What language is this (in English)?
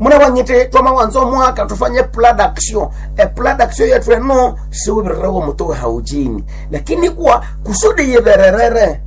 Nande